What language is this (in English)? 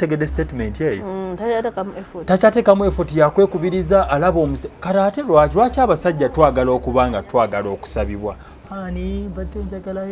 Ganda